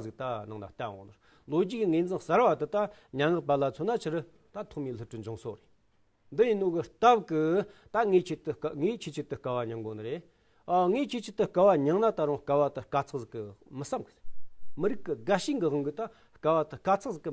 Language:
Tibetan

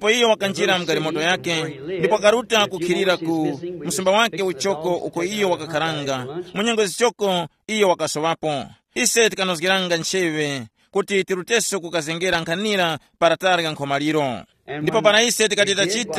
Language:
Tumbuka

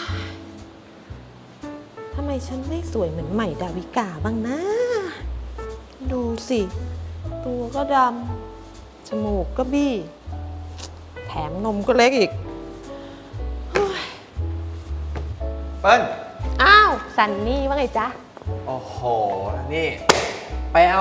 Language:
Thai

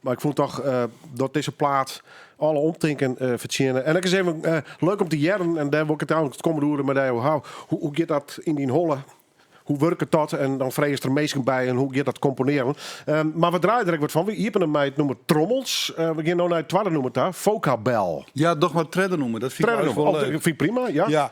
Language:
Western Frisian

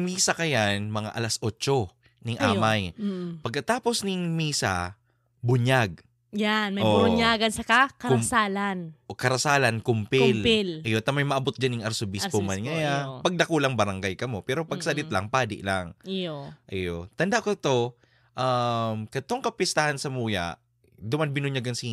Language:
Bikol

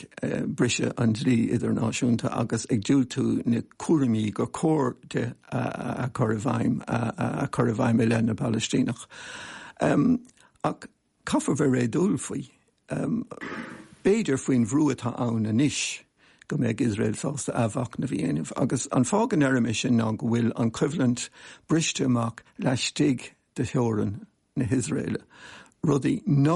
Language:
Irish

